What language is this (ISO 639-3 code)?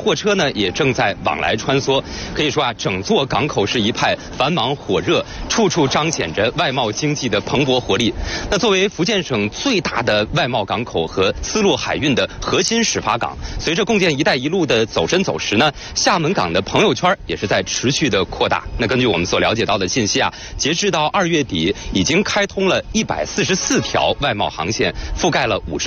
zho